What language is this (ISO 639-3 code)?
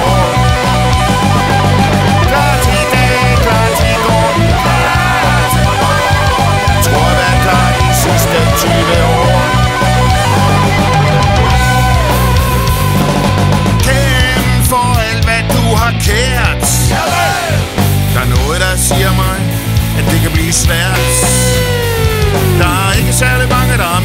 dan